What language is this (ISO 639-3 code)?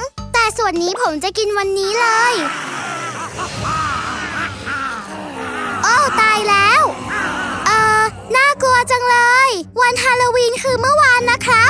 tha